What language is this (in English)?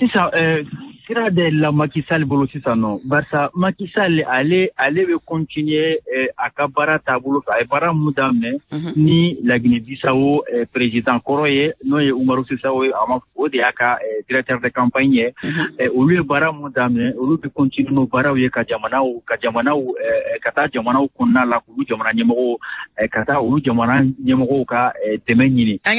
Bambara